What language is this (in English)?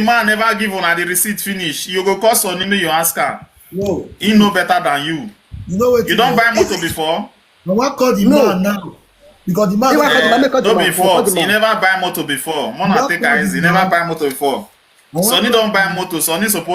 Nigerian Pidgin